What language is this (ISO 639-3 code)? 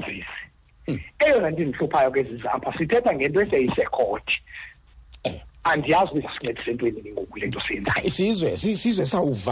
xho